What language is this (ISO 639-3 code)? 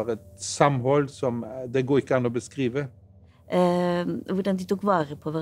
nor